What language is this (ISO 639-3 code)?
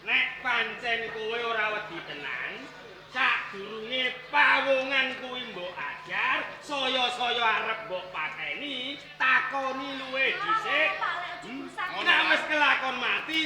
jav